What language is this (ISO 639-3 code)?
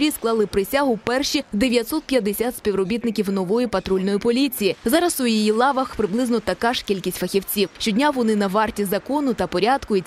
ukr